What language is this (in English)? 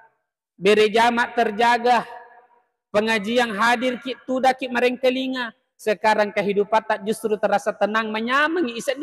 Buginese